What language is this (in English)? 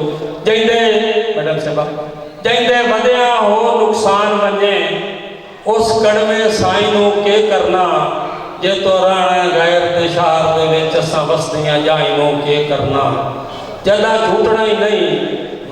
Saraiki